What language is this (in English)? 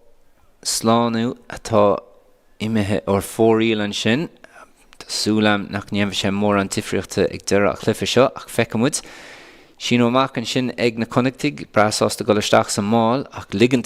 Irish